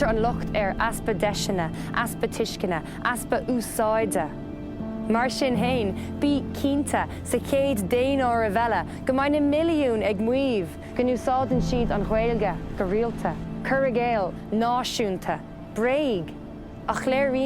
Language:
Irish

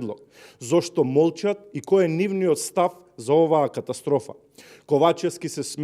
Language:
Macedonian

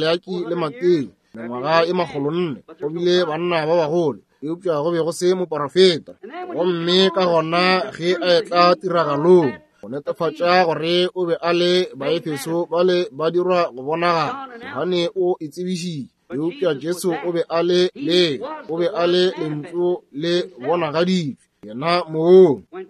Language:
Northern Sotho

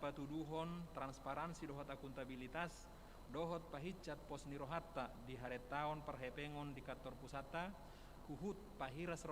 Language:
Batak Toba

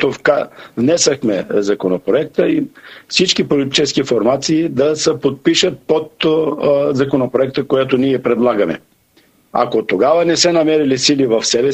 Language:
Bulgarian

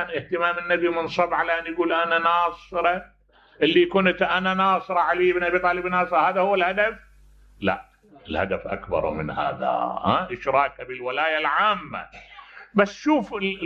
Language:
Mesopotamian Arabic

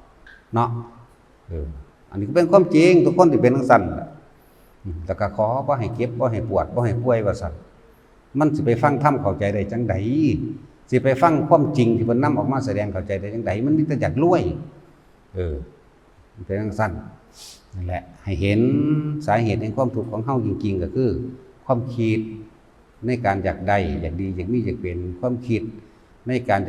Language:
Northeastern Thai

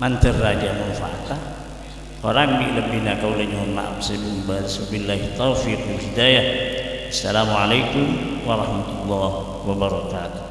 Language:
Madurese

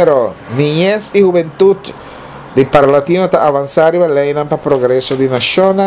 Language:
Papiamento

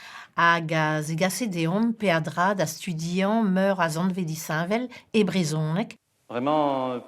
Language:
Breton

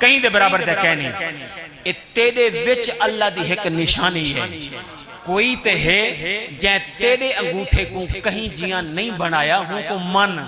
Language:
Saraiki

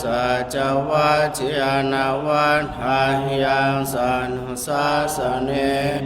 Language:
Pali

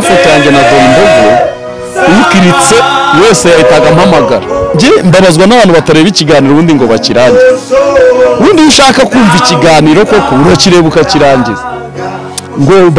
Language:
Kinyarwanda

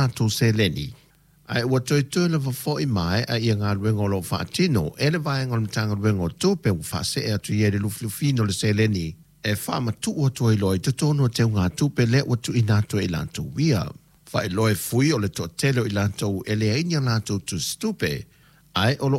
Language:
Samoan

